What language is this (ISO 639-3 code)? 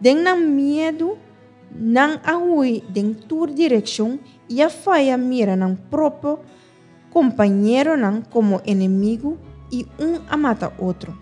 pap